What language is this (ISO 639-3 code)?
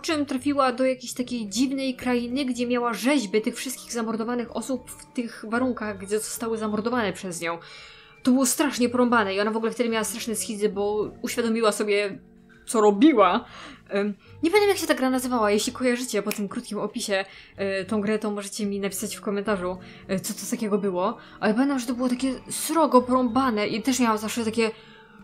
pol